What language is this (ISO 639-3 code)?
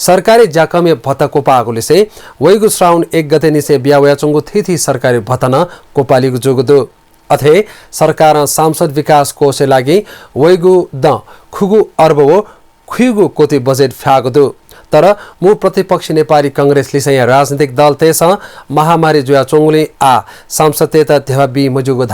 new